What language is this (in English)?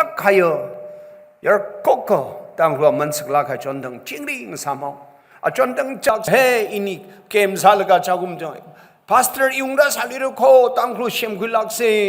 Tangkhul Naga (India)